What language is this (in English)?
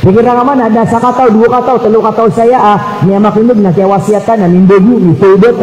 Maranao